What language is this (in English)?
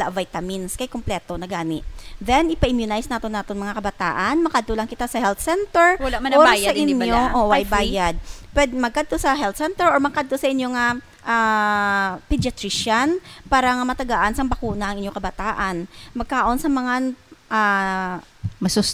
Hiligaynon